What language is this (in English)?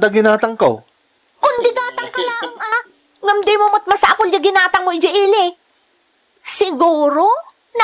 Iloko